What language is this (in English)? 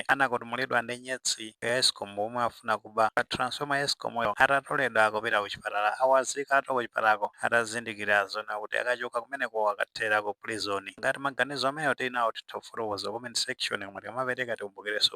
Nyanja